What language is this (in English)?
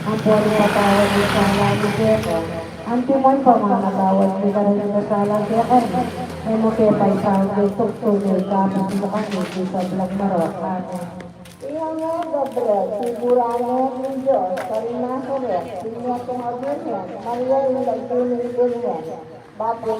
Pampanga